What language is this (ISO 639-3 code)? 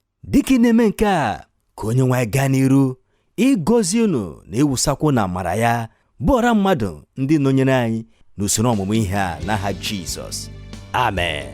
ibo